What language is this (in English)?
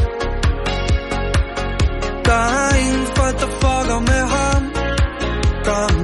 Danish